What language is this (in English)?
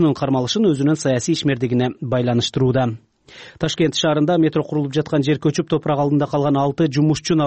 Kyrgyz